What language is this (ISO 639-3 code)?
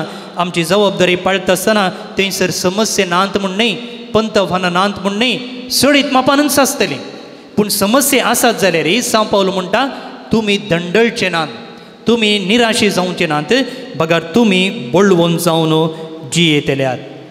kok